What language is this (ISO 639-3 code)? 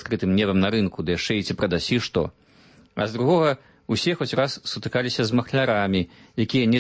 bel